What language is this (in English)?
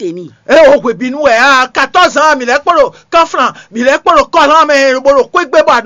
Fon